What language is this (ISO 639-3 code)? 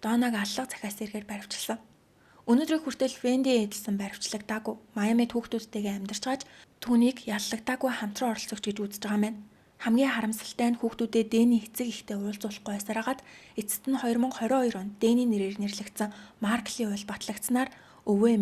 mon